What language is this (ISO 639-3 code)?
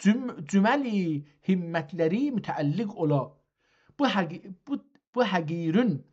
azb